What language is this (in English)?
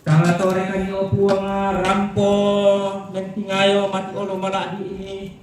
Toraja-Sa'dan